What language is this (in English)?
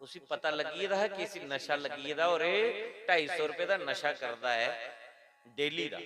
Dogri